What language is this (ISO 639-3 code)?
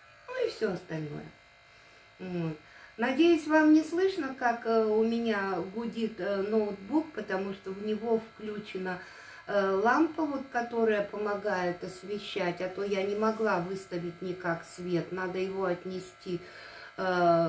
rus